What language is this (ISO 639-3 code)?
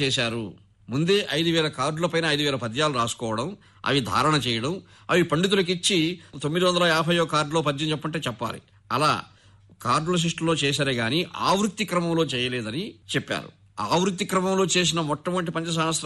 tel